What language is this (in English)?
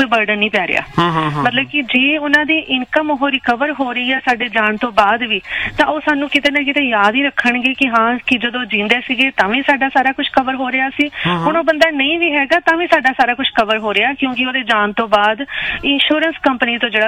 Punjabi